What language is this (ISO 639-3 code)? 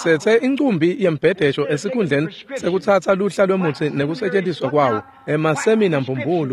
ssw